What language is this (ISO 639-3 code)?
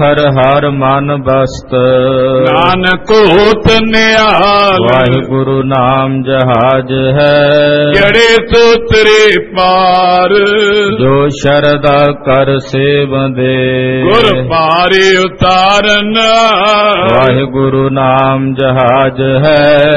pan